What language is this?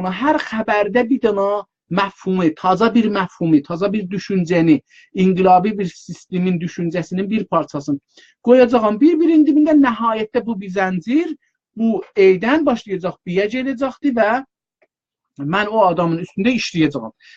South Azerbaijani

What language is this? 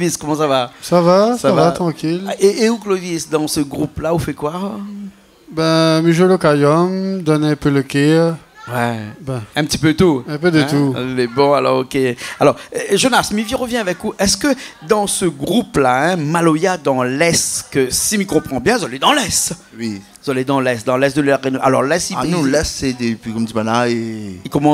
Réunion Creole French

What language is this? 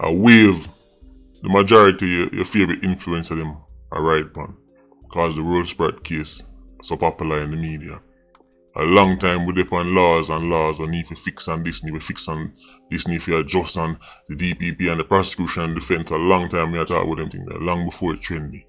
Jamaican Creole English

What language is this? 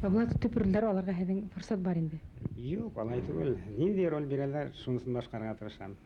Bashkir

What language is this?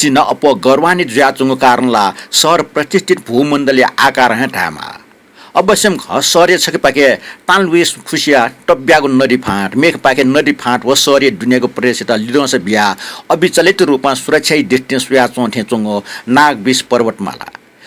Newari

